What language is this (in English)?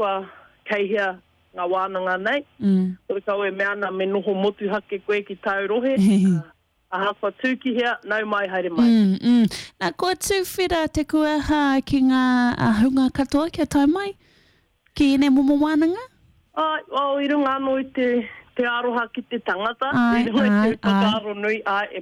Māori